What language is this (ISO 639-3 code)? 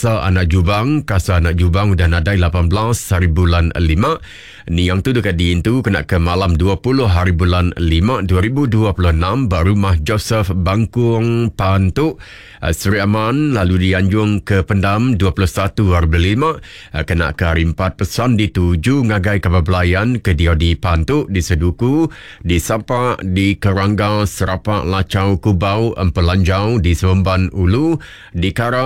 iba